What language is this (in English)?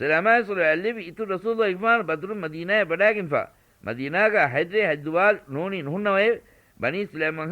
Divehi